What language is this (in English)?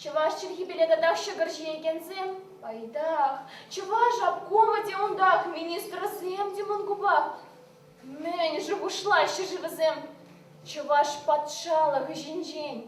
Chuvash